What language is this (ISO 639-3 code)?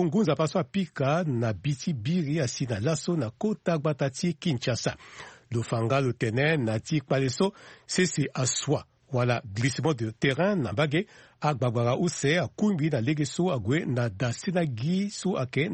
sag